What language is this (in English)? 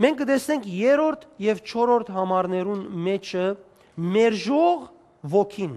Western Armenian